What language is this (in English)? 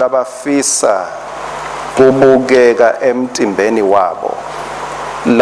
Swati